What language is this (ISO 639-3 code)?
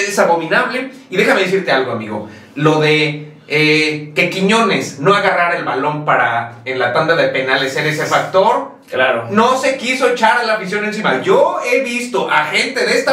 spa